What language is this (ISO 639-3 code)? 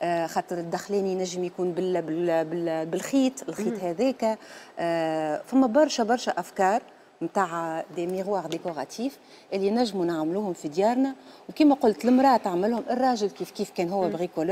aeb